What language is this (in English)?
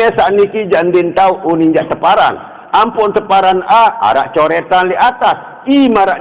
Sasak